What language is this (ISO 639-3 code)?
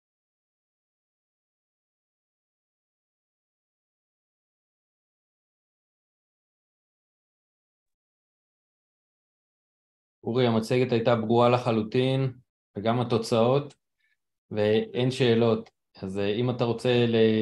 heb